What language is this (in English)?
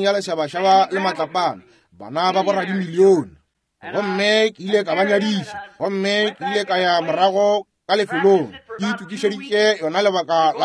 Northern Sotho